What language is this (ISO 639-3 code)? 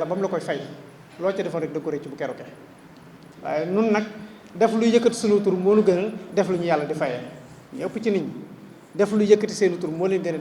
wol